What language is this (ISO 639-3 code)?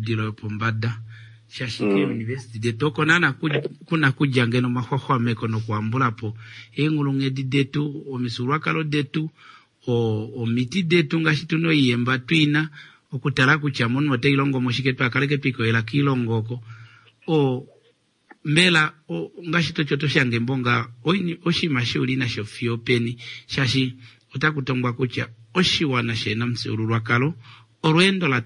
kua